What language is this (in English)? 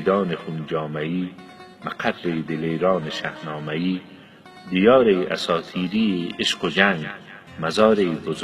Persian